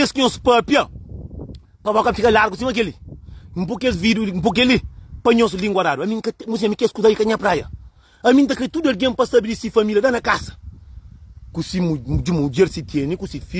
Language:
Kabuverdianu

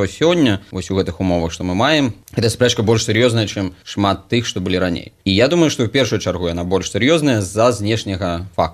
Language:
Belarusian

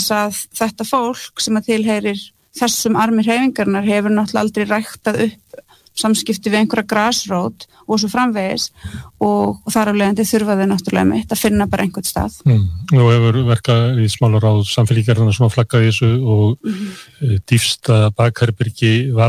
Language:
Icelandic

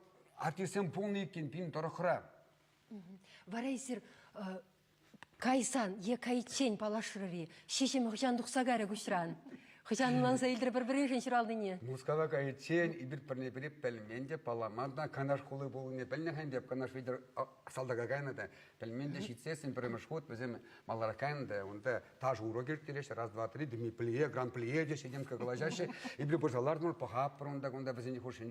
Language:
Chuvash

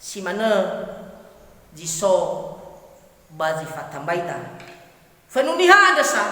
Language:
Nias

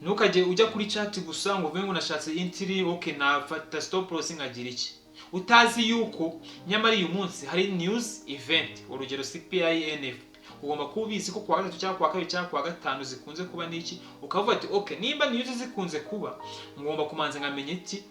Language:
Kinyarwanda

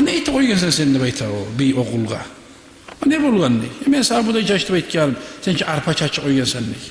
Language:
Kumyk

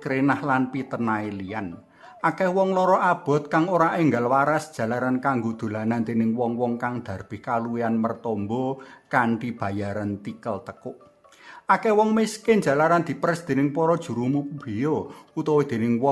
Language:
Javanese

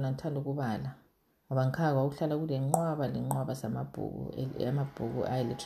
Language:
North Ndebele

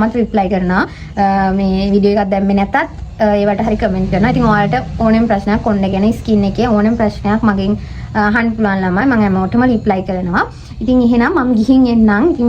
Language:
Sinhala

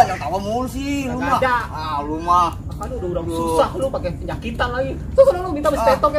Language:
Betawi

